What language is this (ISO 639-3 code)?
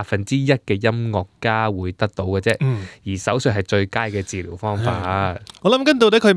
yue